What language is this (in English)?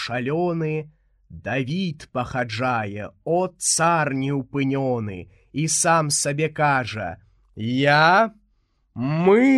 Belarusian